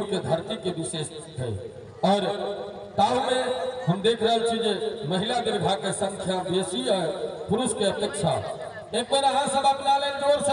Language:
Maithili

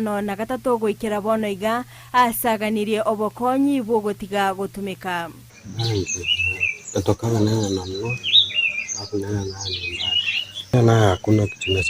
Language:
Gusii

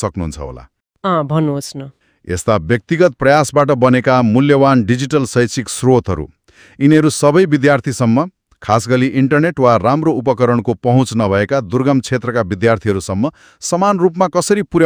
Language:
Nepali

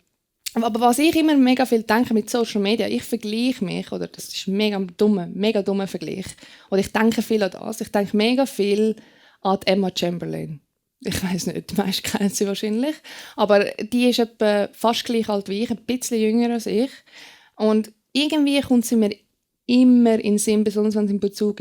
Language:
Swiss German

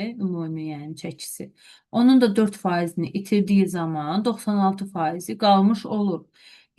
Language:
Azerbaijani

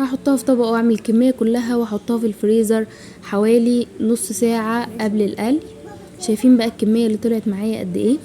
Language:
Egyptian Arabic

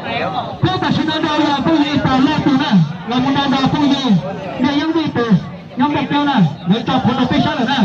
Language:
Hmong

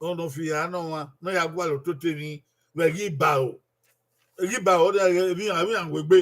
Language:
Bini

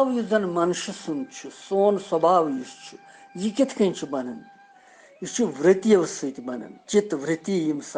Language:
Kashmiri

